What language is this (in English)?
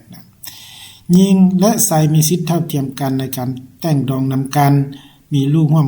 Lao